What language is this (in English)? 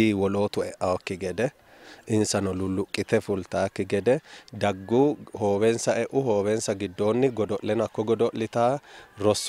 Sidamo